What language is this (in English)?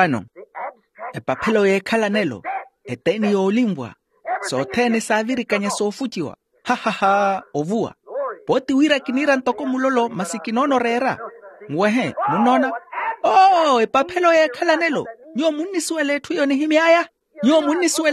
Makhuwa